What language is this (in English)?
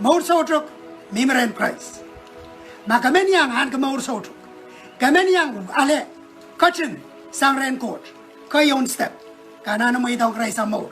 Pohnpeian